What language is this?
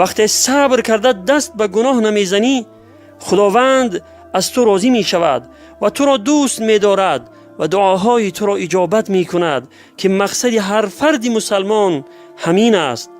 Tajik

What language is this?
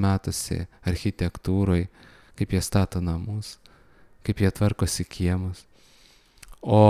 Lithuanian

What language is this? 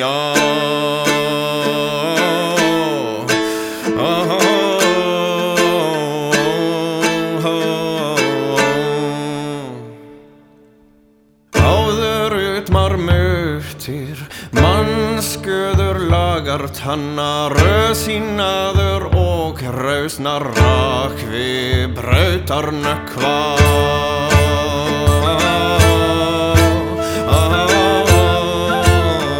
Icelandic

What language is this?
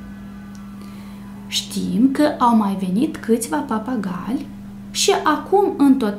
Romanian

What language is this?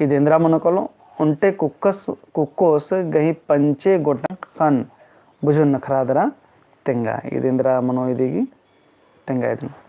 Kurukh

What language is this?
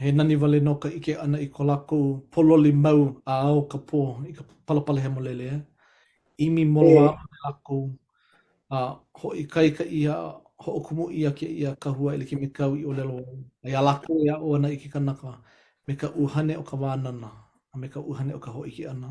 Hawaiian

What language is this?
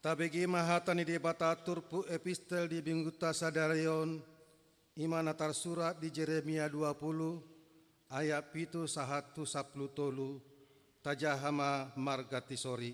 Batak Toba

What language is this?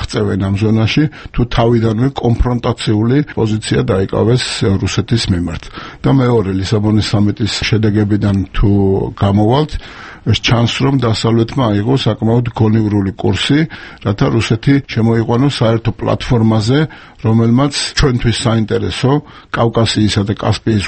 Georgian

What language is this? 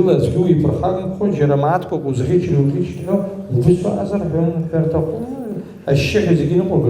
Abkhazian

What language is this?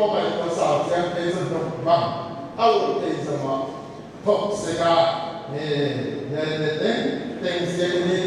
Paite Chin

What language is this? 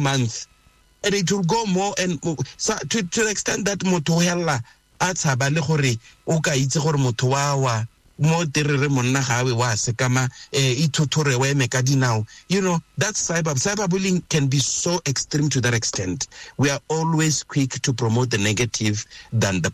Tswana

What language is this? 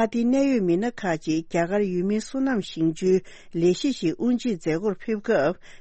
Tibetan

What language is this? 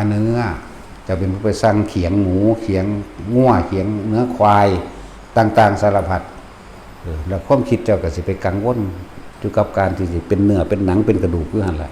Northeastern Thai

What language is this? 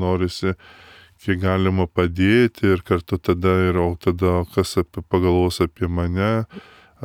Lithuanian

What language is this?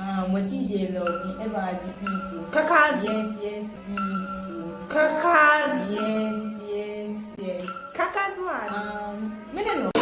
Jamaican Creole English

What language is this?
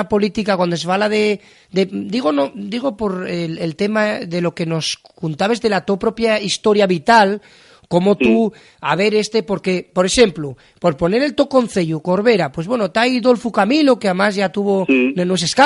Asturian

